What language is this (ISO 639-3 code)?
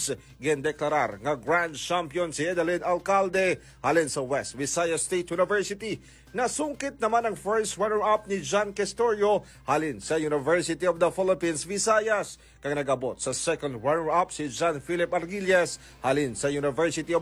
hil